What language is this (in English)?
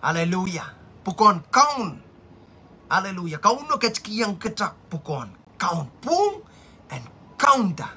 Pohnpeian